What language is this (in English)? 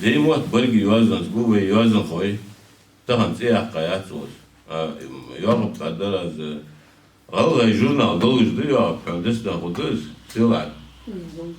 Ingush